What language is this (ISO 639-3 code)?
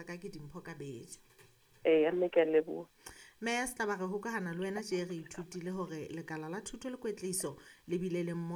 sot